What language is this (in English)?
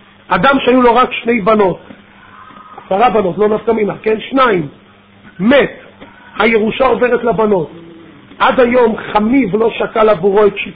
Hebrew